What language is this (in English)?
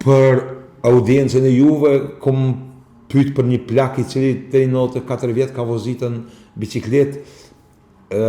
Albanian